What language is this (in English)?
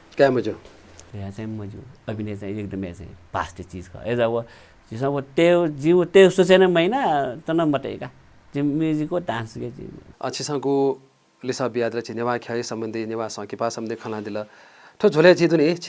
Newari